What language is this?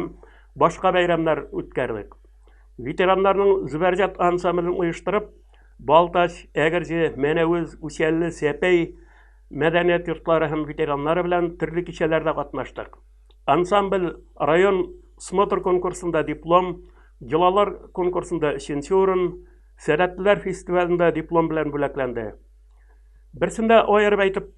Tatar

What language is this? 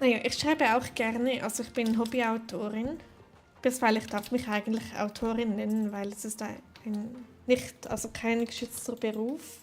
Swiss German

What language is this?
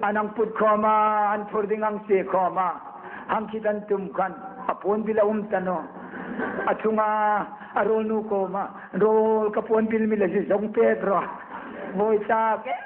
Hmar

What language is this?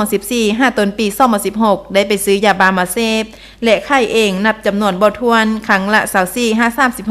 Lao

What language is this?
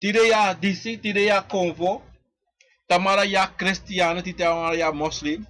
Sranan Tongo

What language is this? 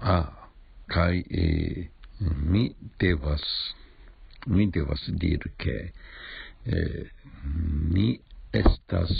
Esperanto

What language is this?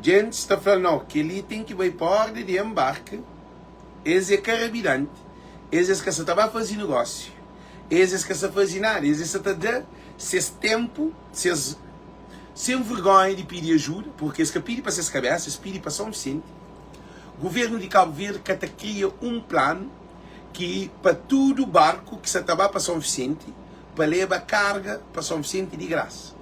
Kabuverdianu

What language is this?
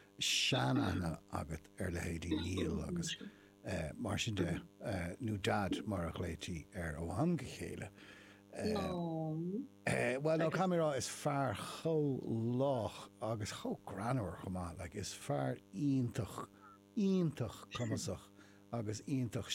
Irish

